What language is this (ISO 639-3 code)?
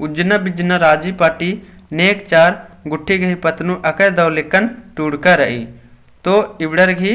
kru